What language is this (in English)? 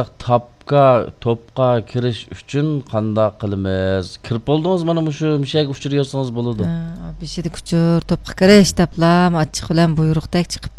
Uyghur